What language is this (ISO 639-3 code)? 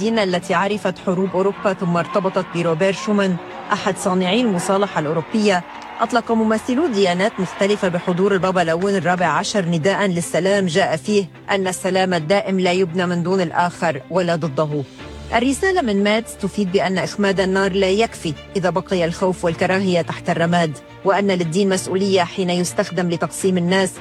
ara